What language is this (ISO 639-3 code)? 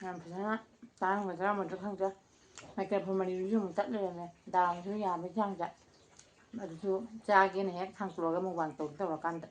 mni